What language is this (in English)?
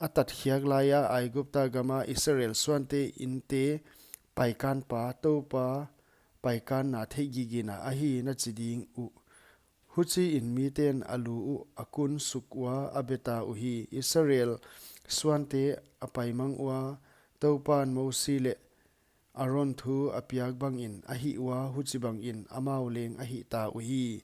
Paite Chin